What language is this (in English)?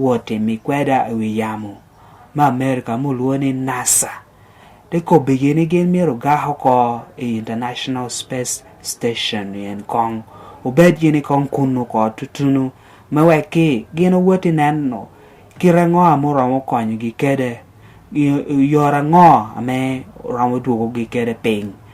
Lango (Uganda)